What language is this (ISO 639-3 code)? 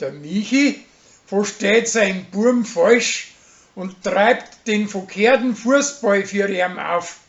bar